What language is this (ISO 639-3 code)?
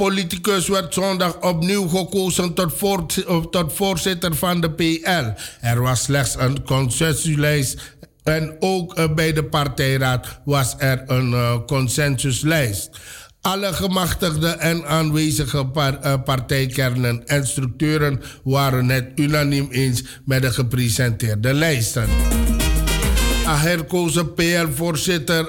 nld